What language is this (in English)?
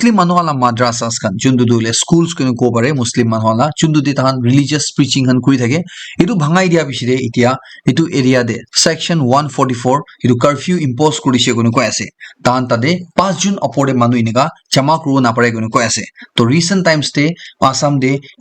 Naga Pidgin